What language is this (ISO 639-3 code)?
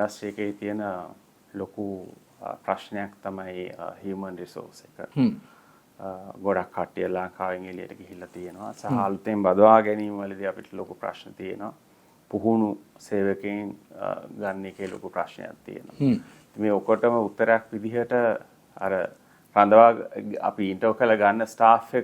sin